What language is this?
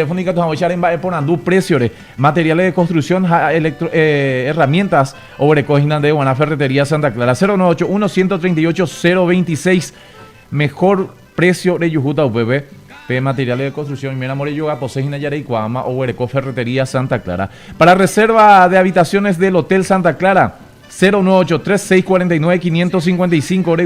Guarani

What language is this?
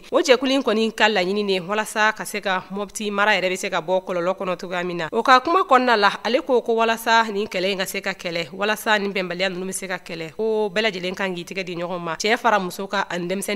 Bambara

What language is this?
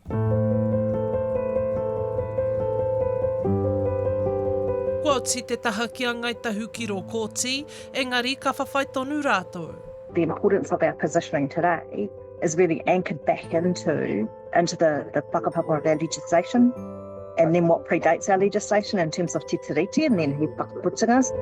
Māori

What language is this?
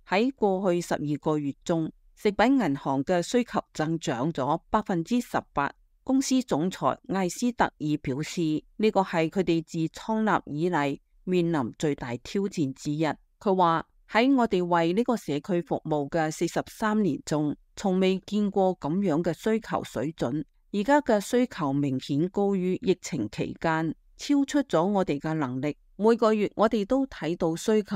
Cantonese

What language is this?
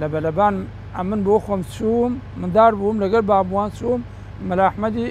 Central Kurdish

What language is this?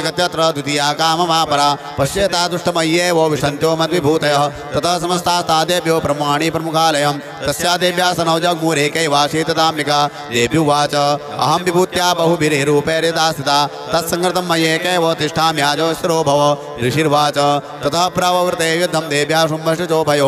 Sanskrit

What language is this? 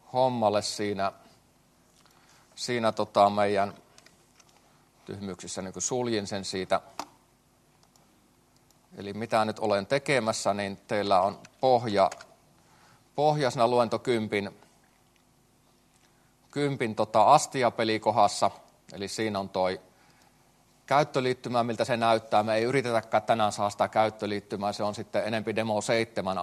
Finnish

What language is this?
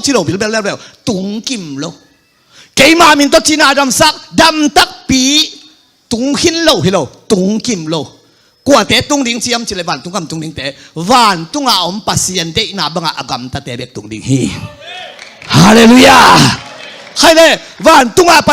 Tedim Chin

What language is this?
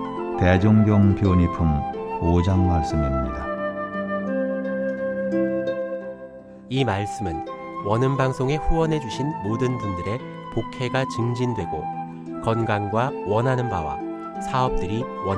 Korean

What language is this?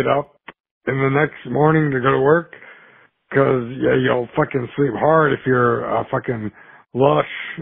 English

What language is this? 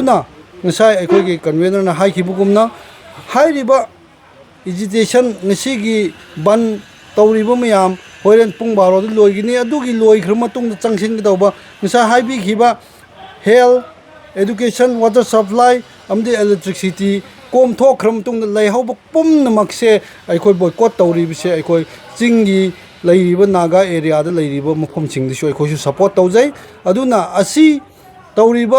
Manipuri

